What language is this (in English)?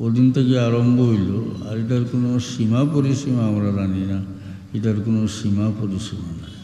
Sylheti